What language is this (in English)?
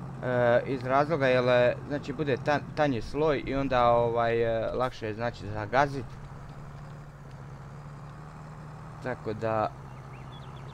Croatian